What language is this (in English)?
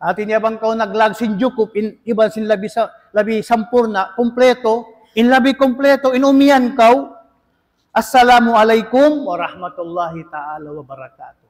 Tausug